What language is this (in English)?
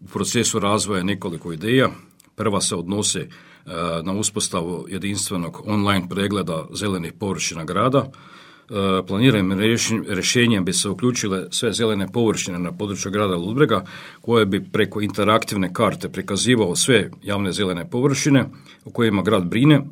Croatian